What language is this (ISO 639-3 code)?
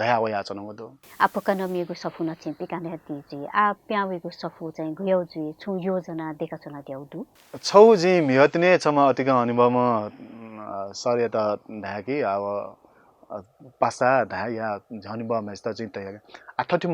new